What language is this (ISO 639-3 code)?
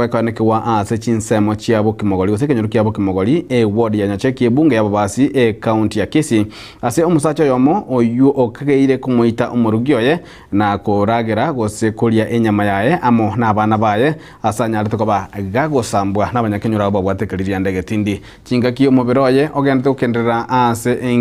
guz